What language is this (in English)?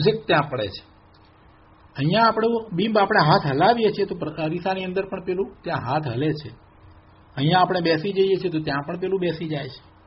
Gujarati